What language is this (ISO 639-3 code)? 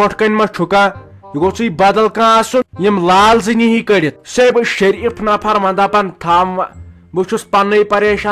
kas